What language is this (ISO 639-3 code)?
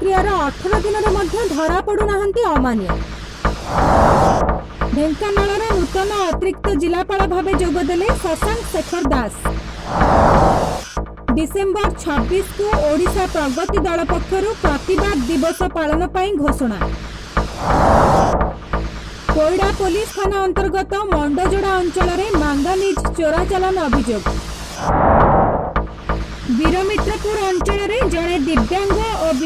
ori